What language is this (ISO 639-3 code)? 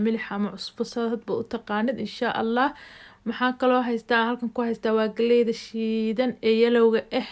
som